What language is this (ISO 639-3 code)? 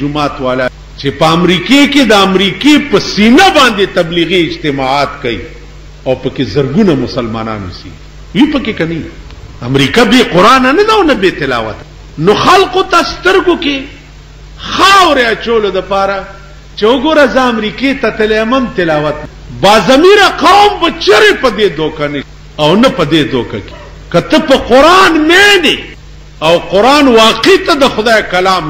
pus